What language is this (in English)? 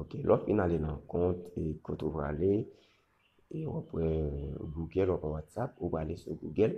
Haitian Creole